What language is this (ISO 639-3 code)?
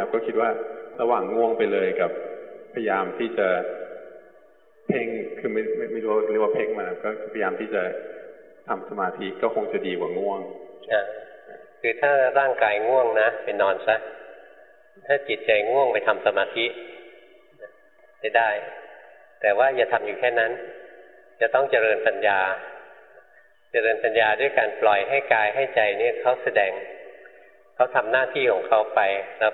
tha